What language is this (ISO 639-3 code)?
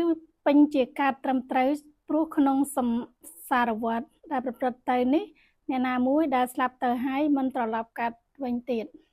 khm